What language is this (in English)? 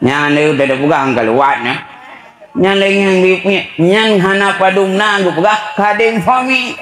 Achinese